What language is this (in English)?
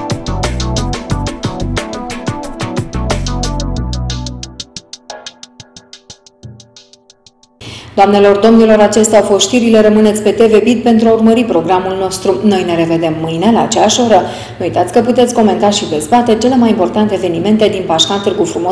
Romanian